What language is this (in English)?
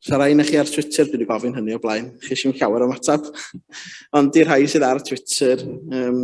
Welsh